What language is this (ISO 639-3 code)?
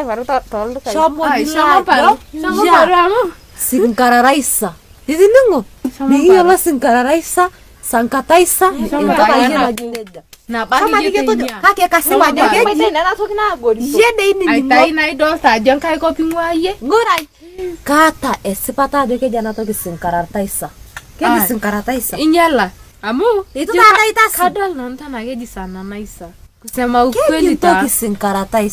mas